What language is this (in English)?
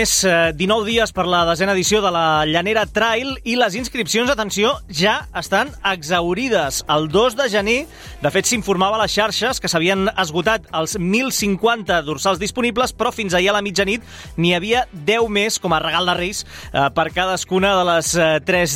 Catalan